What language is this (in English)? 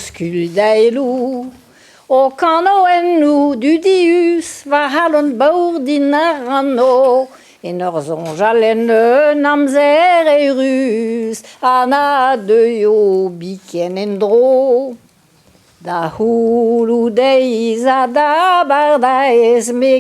Breton